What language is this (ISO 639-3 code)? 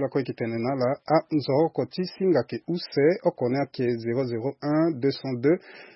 sag